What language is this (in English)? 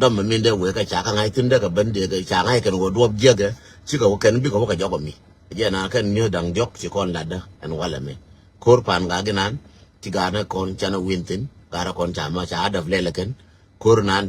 Nuer